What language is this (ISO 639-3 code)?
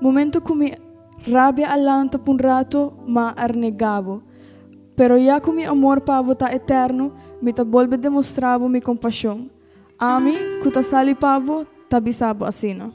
pap